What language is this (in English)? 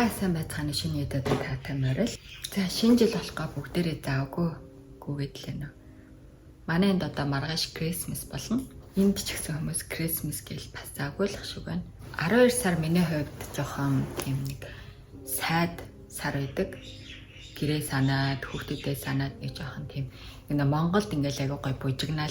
Mongolian